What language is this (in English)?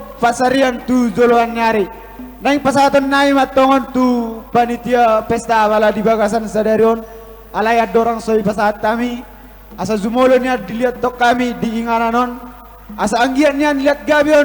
Batak Toba